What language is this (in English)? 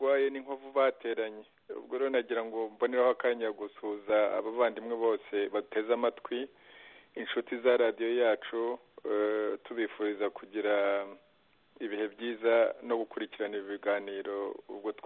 Kinyarwanda